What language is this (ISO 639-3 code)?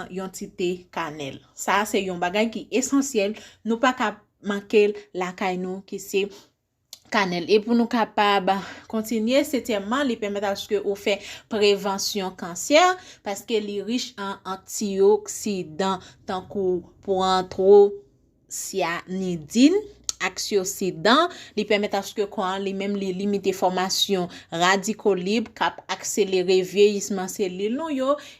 hat